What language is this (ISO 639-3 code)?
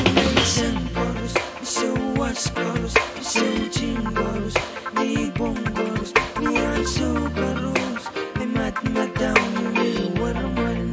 pon